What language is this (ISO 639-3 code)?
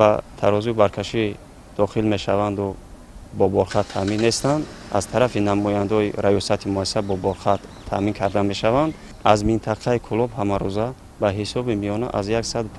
tgk